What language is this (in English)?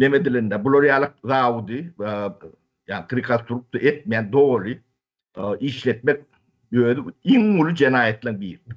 Turkmen